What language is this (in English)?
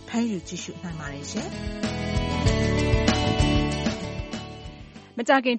Burmese